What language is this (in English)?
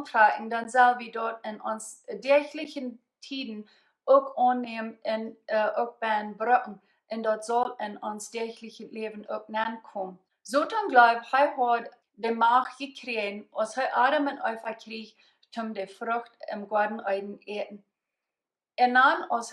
Plautdietsch